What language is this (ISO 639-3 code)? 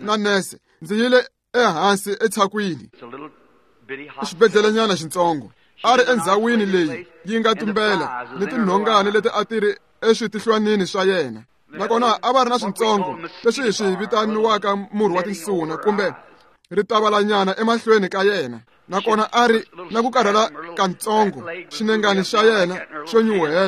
tso